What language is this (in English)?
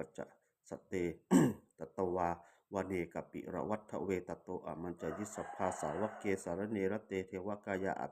Pali